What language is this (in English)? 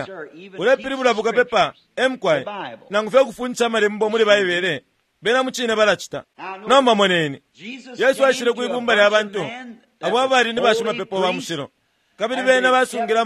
Bemba